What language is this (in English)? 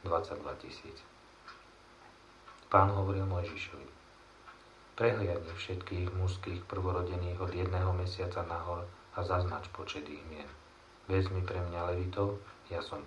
Slovak